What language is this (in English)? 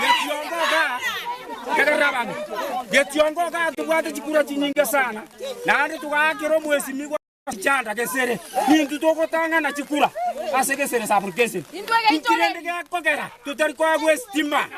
Gusii